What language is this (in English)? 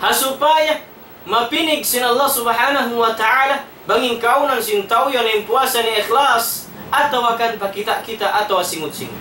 Tausug